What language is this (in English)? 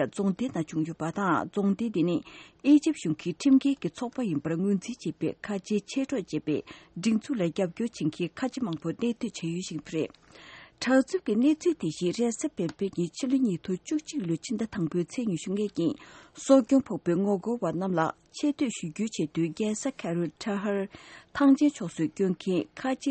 Tibetan